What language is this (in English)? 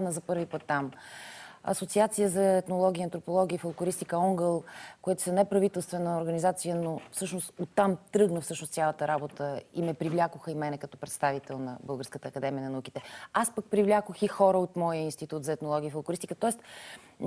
Bulgarian